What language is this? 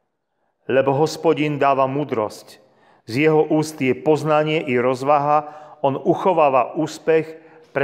Slovak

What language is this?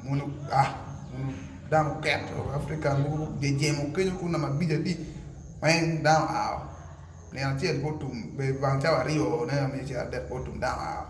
Acoli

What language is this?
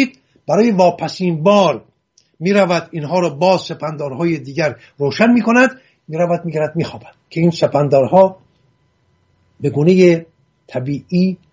Persian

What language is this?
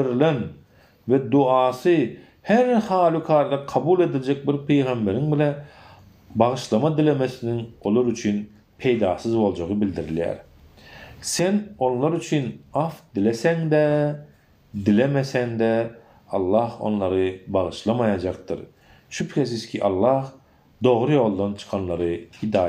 Turkmen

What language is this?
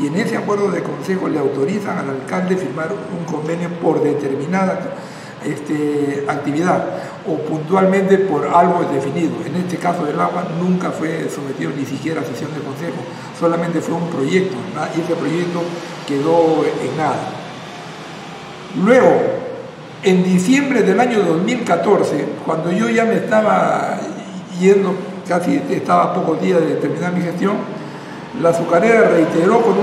Spanish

